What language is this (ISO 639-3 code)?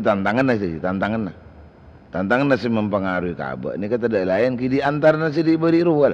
mad